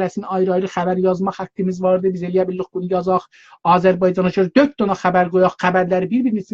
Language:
South Azerbaijani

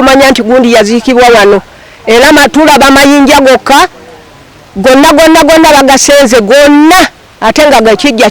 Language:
Ganda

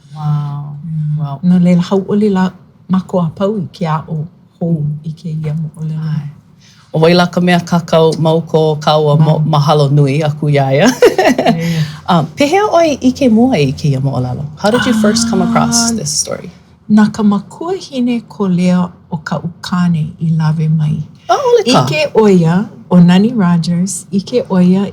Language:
Hawaiian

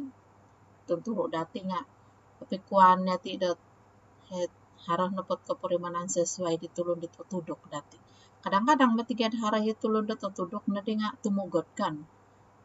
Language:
Central Dusun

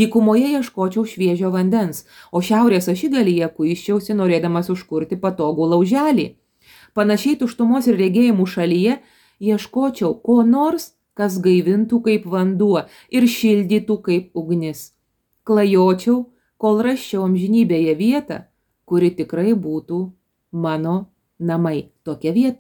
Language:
Lithuanian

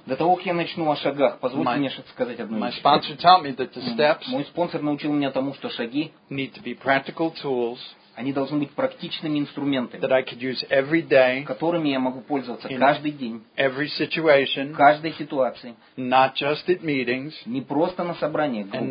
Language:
Russian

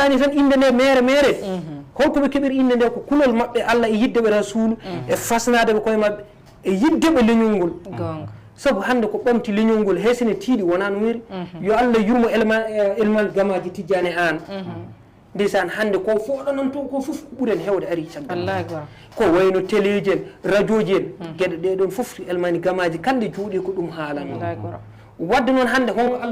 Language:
Fula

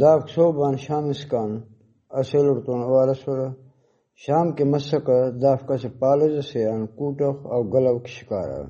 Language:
Brahui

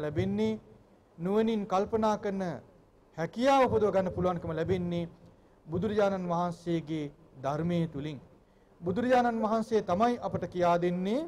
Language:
Sinhala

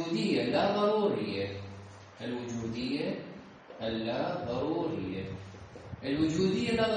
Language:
Mesopotamian Arabic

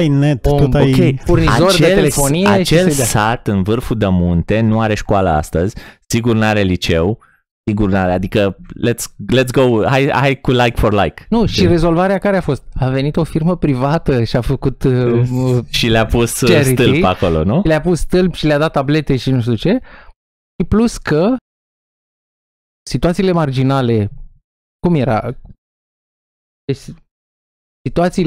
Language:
Romanian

